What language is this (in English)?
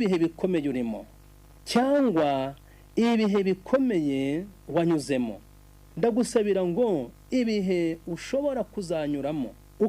Kinyarwanda